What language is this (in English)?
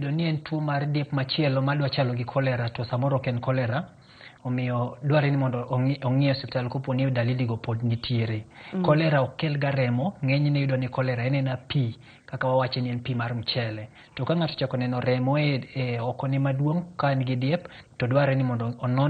Luo (Kenya and Tanzania)